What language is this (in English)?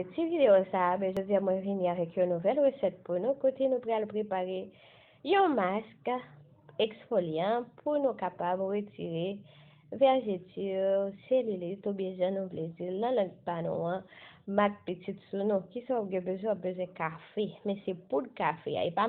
Haitian Creole